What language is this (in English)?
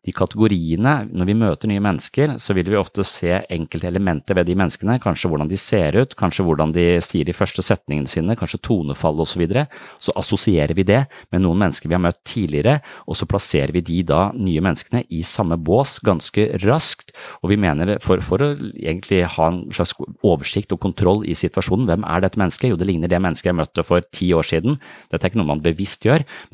Norwegian